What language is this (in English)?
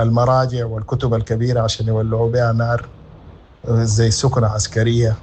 Sudanese Arabic